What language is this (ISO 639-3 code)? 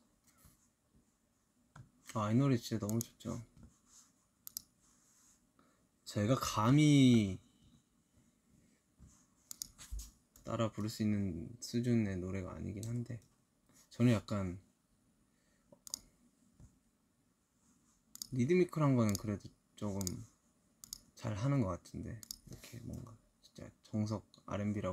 kor